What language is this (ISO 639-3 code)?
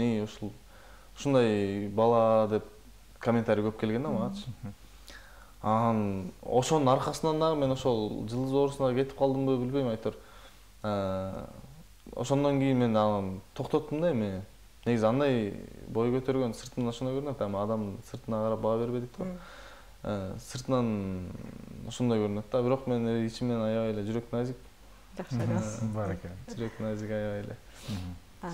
kir